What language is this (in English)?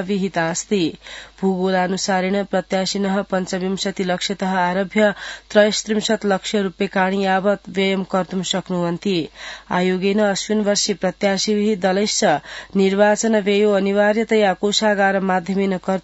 Sanskrit